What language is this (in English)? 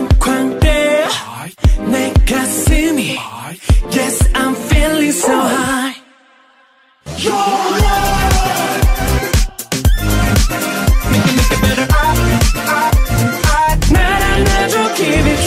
Korean